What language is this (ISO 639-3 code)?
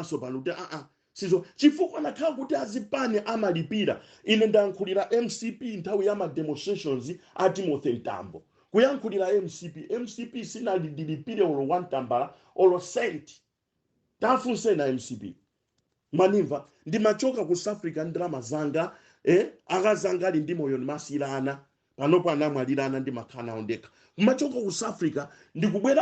nya